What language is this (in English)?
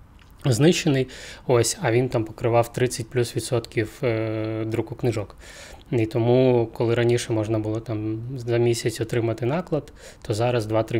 Ukrainian